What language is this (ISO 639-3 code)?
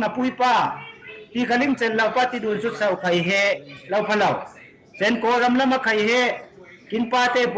cfm